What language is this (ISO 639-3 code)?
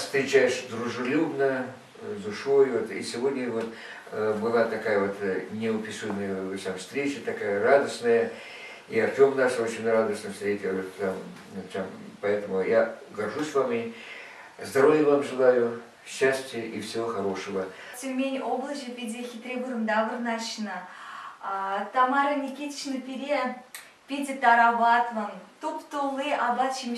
chv